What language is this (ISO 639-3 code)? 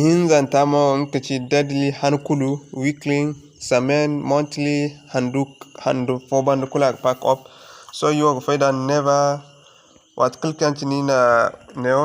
dje